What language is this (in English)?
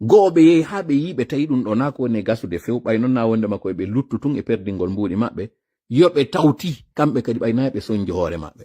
Pular